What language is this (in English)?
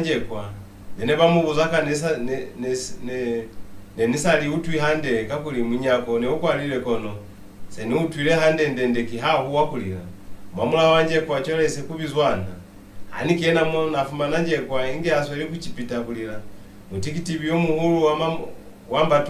Lozi